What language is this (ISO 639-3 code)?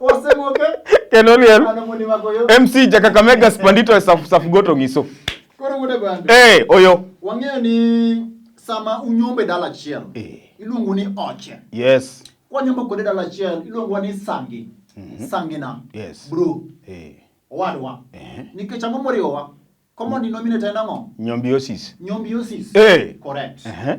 luo